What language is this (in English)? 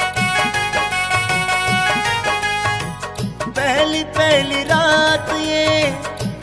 Hindi